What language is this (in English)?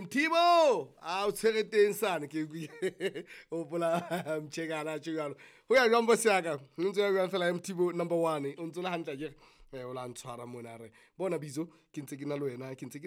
Southern Sotho